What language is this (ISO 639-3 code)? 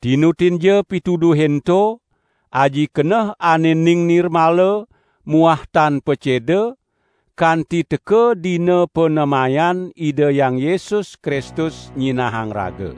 ban